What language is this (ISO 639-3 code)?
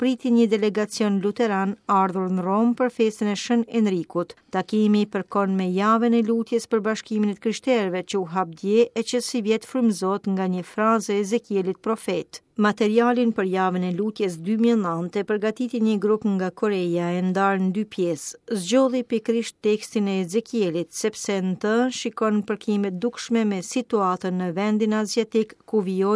sqi